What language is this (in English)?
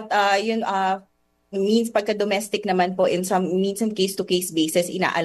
Filipino